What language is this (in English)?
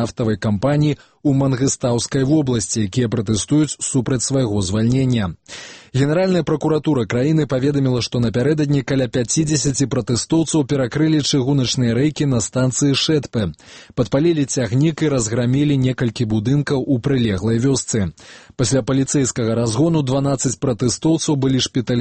Belarusian